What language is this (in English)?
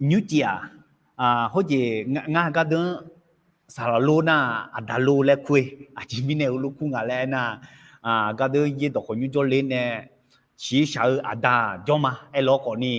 Akha